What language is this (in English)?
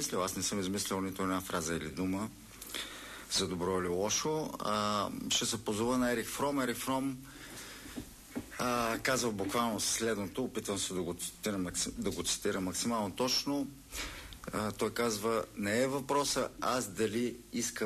Bulgarian